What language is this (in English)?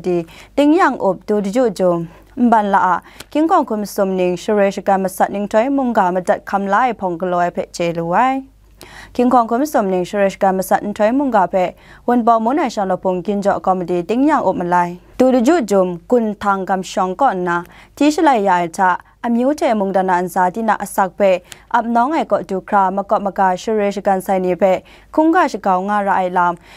Kachin